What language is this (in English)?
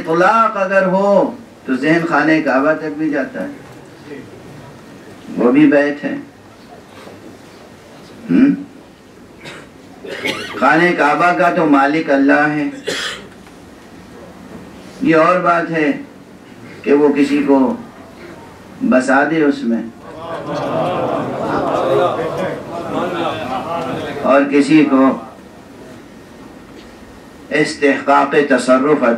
Urdu